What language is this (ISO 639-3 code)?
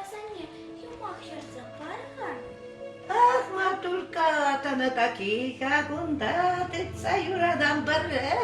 chv